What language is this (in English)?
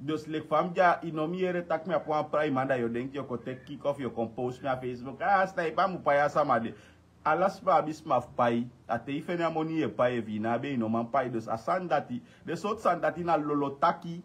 Sranan Tongo